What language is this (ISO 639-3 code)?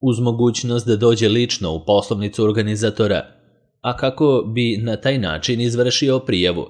srp